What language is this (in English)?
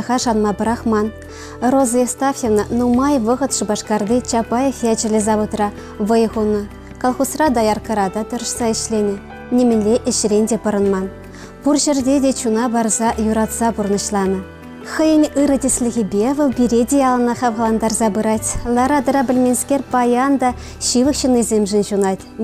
Chuvash